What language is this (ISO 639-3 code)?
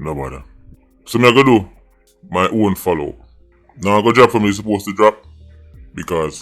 jam